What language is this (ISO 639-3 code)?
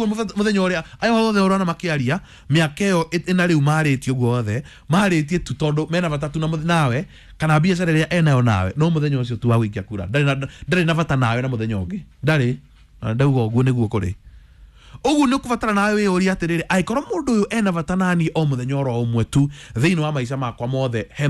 kik